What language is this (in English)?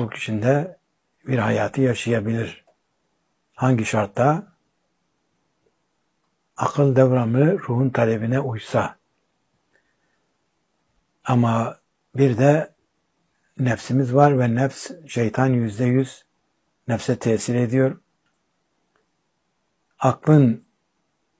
Turkish